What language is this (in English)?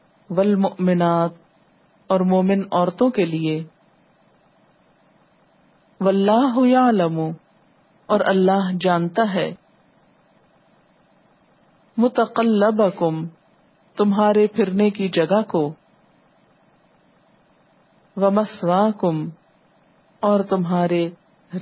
Urdu